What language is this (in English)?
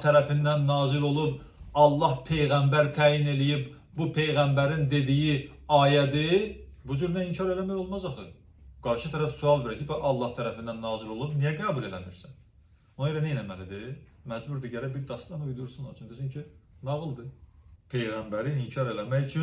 Azerbaijani